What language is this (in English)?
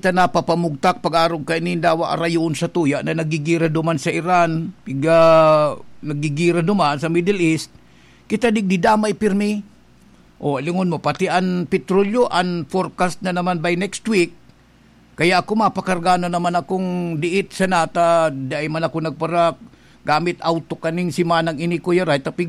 Bikol